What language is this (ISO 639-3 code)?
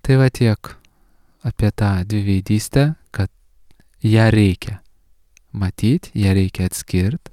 lit